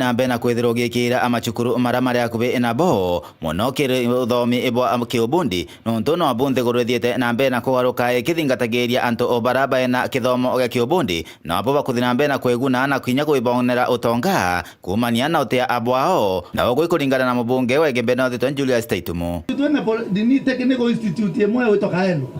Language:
Meru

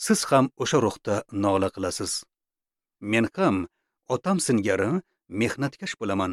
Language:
Uzbek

